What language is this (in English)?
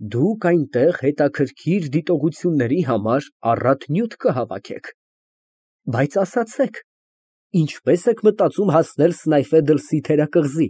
Armenian